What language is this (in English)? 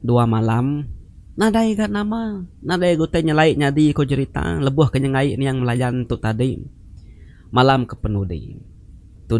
Iban